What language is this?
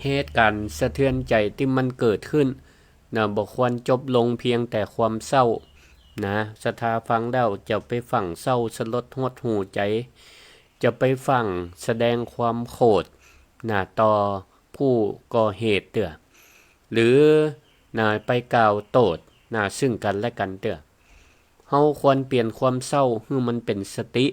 Northern Thai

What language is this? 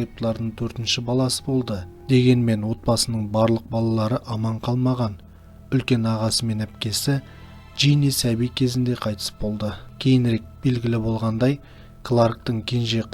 Kazakh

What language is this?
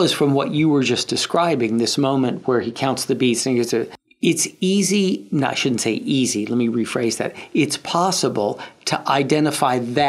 English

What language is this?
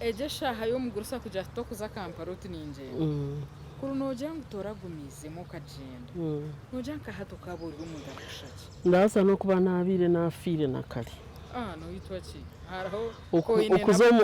Nyankole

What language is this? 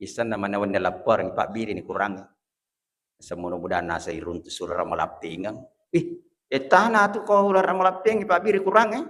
Buginese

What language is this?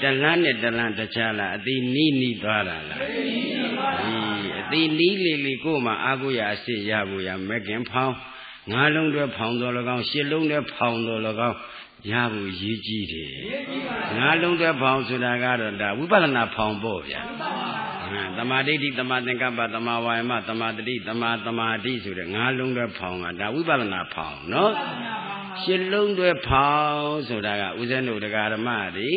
Burmese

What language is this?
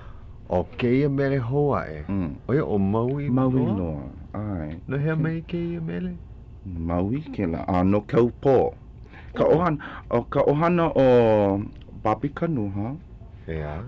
Hawaiian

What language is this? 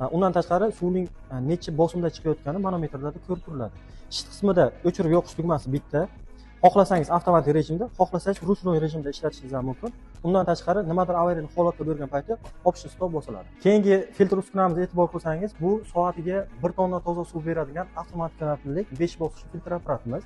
Uzbek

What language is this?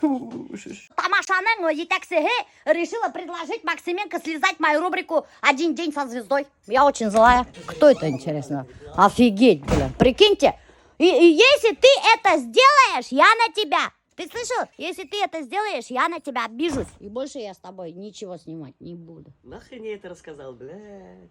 Bashkir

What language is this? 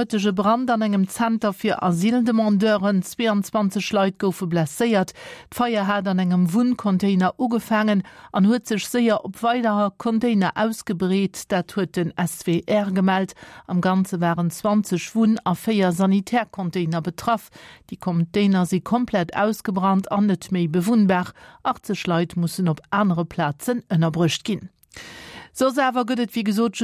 Luxembourgish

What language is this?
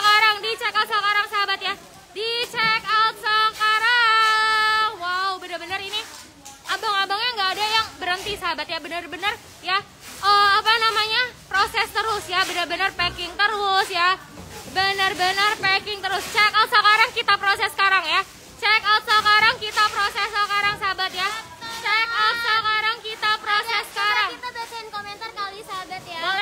Indonesian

